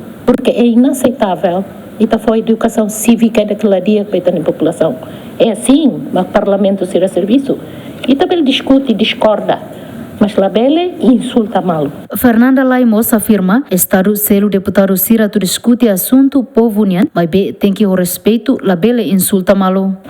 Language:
Tetum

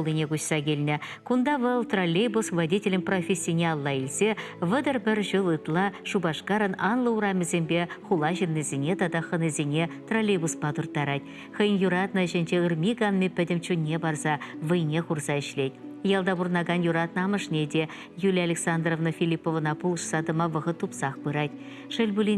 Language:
Chuvash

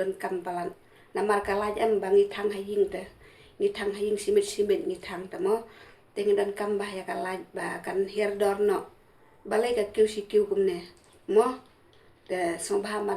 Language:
Khasi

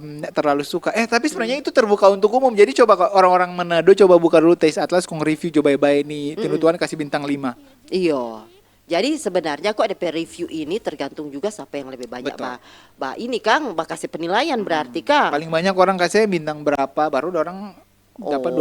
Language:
Manado Malay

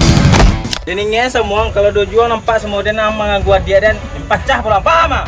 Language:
Minangkabau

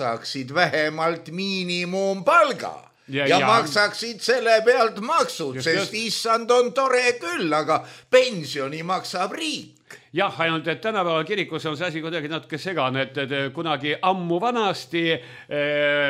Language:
Estonian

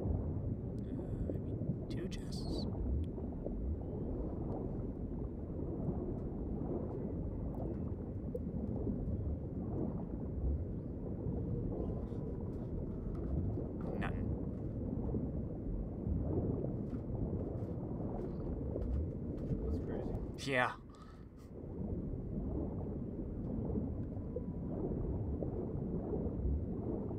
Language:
English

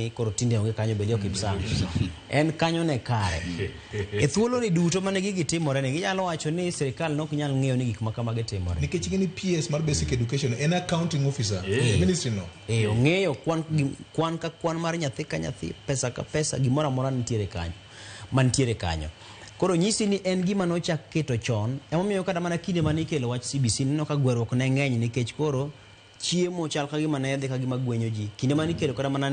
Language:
Luo (Kenya and Tanzania)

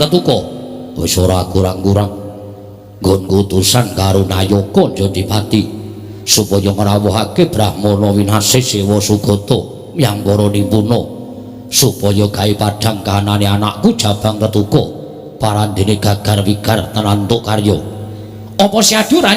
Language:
Javanese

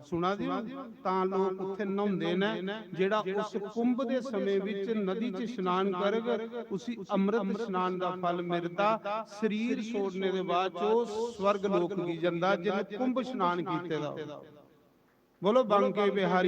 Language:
Dogri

